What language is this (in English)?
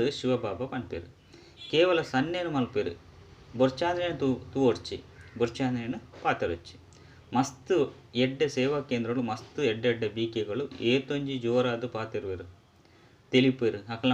Tulu